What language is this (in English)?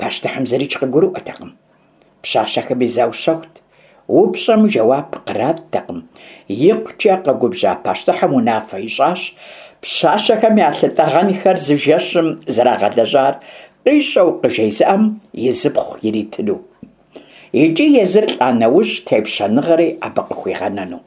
Kabardian